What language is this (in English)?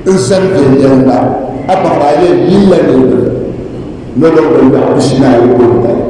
Dagbani